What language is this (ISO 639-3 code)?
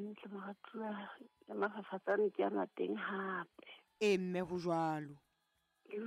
sot